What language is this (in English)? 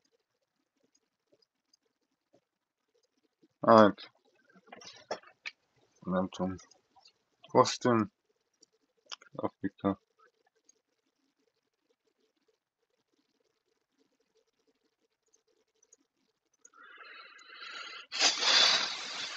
Hungarian